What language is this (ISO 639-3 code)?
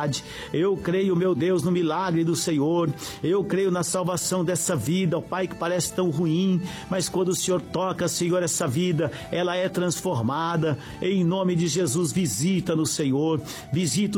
por